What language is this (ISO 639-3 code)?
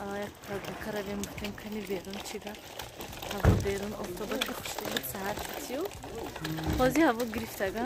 tgk